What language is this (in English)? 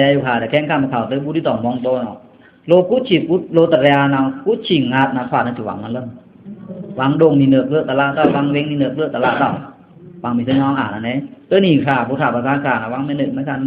Pa'o Karen